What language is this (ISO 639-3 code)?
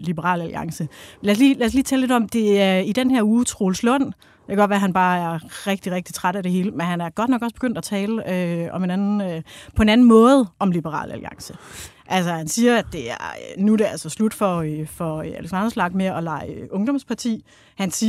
dan